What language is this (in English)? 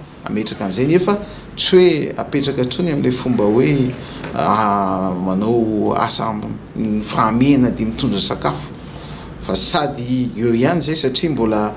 Malagasy